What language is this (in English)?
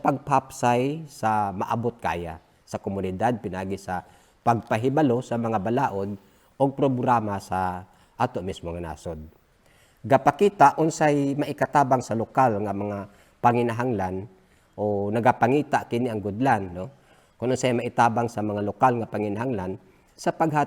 Cebuano